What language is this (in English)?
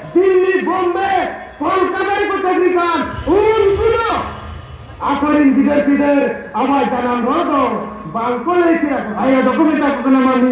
Santali